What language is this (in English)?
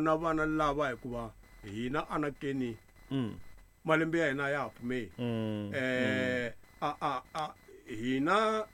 Tsonga